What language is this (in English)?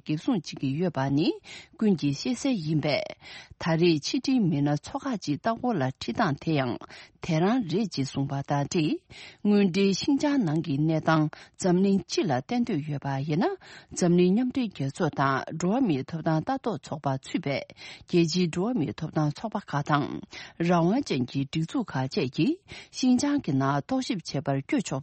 Tibetan